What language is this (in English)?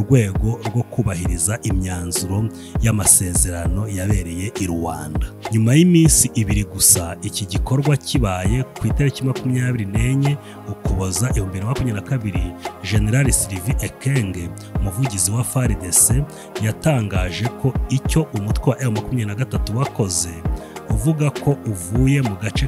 Kinyarwanda